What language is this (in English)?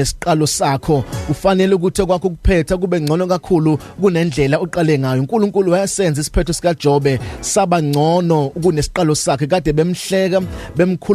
Zulu